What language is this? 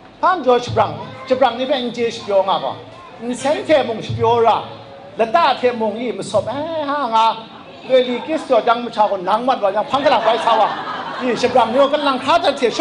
Kachin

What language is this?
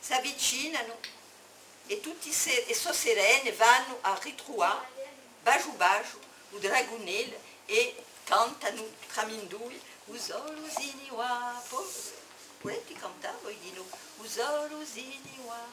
Corsican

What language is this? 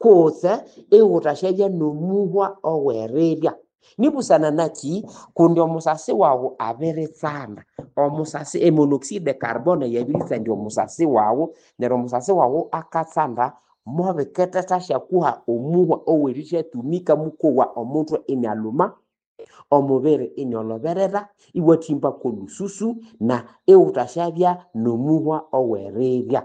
Nande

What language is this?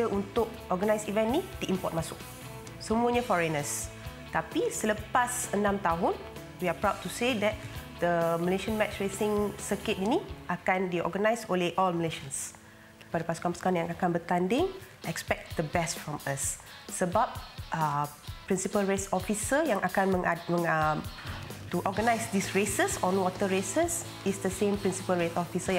Malay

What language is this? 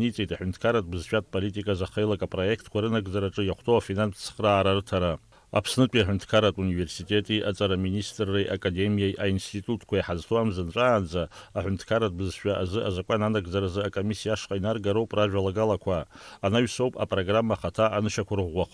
Abkhazian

